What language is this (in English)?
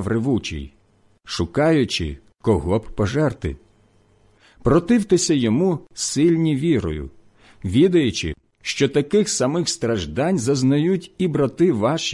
Ukrainian